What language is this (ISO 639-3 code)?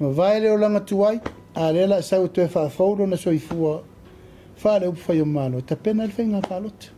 smo